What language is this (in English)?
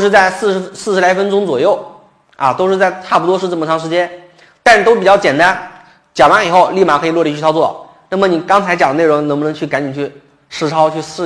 Chinese